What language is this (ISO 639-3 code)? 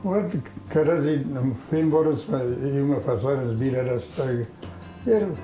oss